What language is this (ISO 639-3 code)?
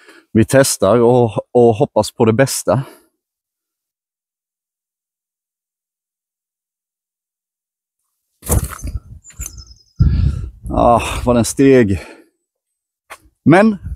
swe